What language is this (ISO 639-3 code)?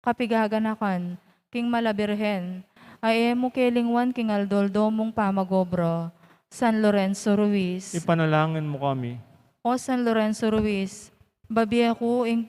pam